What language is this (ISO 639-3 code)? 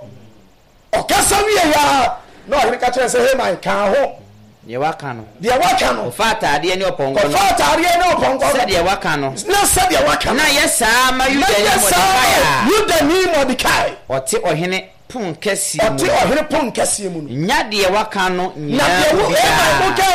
aka